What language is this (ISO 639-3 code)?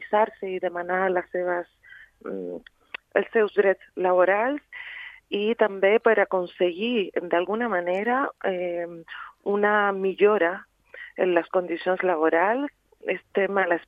cat